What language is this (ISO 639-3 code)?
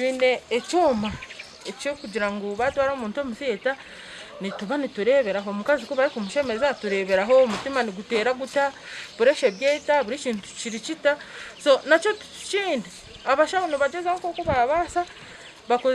nyn